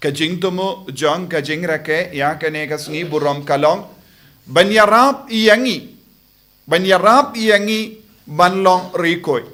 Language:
Khasi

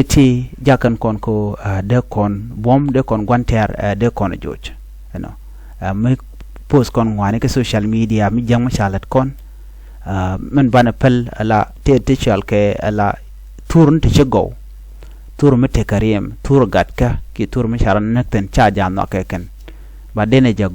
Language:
Nuer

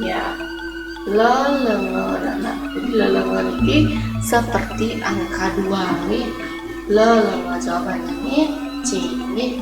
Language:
Balinese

